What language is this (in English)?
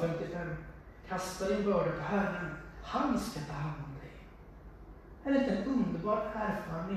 Swedish